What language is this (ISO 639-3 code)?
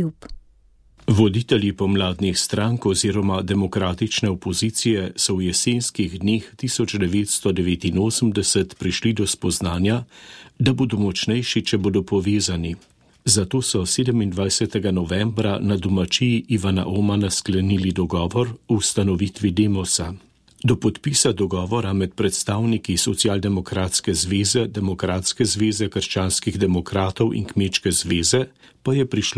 slv